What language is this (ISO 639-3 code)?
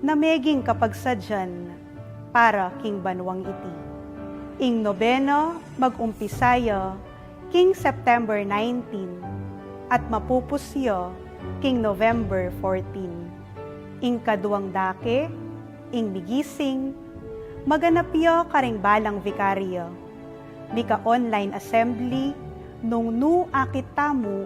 pam